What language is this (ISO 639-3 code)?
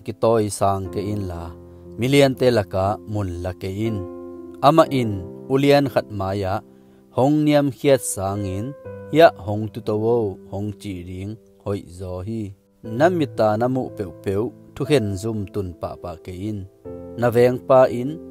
ctd